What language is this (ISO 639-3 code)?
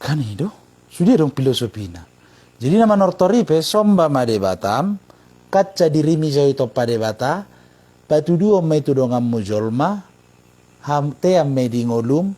bbc